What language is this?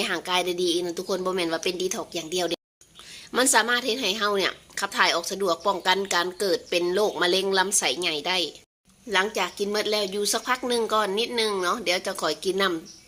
Lao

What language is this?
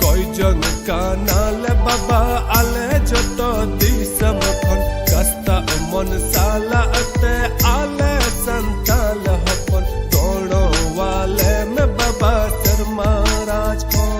Santali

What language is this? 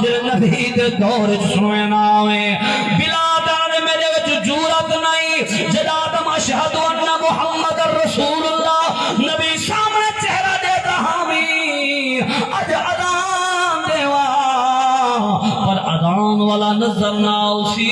Saraiki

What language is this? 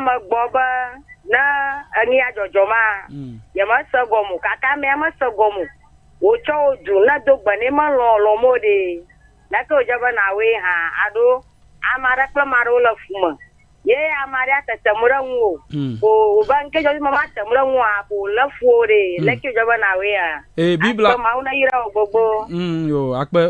Ewe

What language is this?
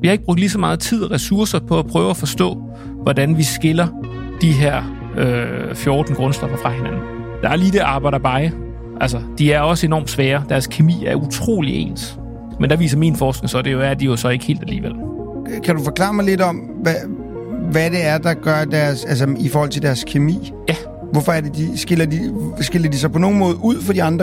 Danish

